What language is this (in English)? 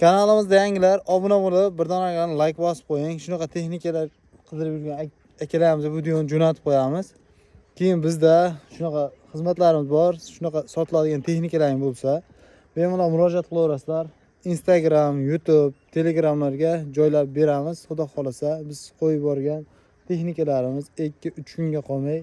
Uzbek